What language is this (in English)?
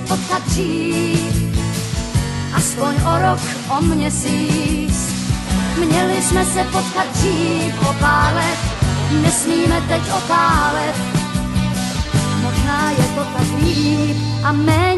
Czech